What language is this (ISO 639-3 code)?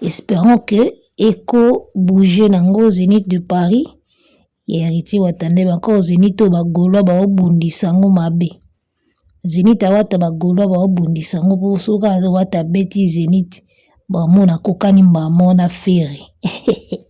lin